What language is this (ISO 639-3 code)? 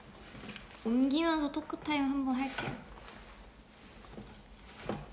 kor